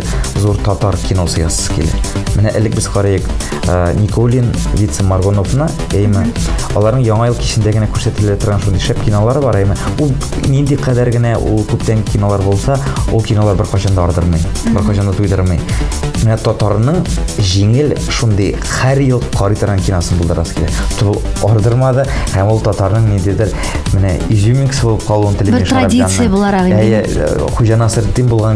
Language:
Tatar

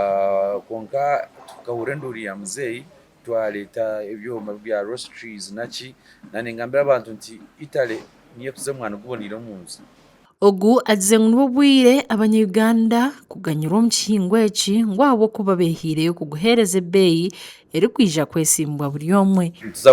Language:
Nyankole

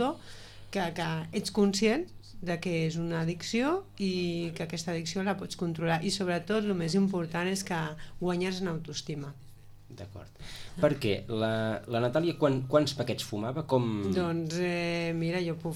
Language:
Catalan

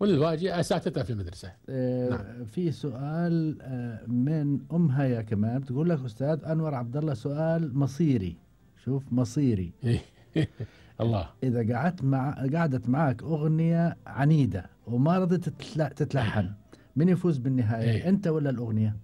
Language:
Gulf Arabic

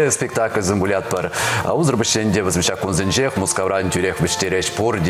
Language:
Chuvash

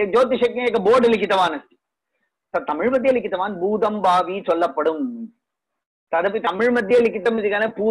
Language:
Sanskrit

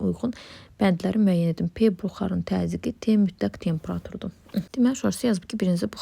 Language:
Azerbaijani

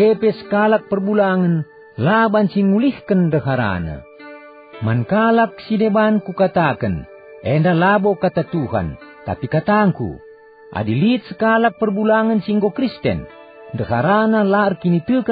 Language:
Batak Karo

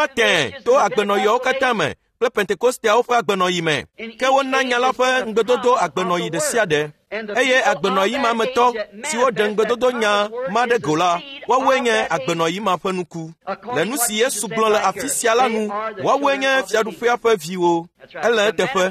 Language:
Ewe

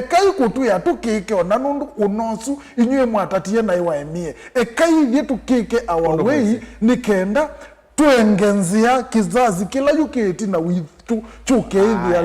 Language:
Kamba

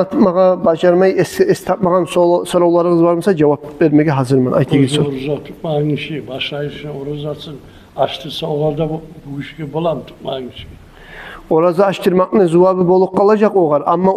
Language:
Kumyk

